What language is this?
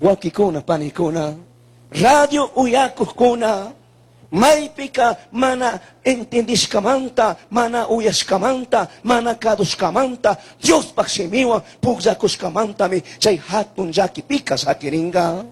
Chimborazo Highland Quichua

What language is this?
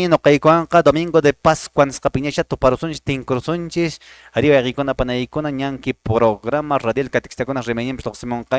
Quechua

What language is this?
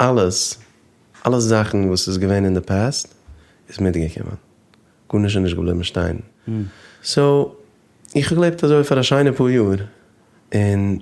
Yiddish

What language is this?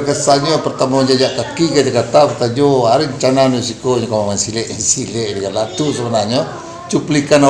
Minangkabau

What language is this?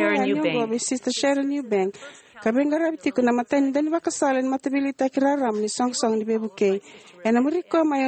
Fijian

